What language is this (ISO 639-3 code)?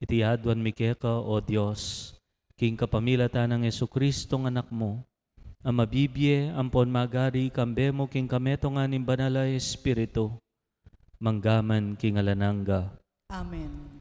pam